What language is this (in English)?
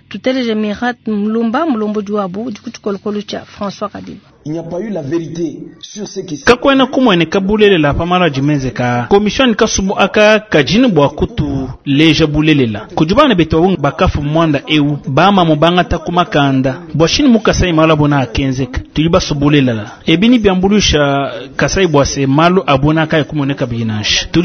Luba-Lulua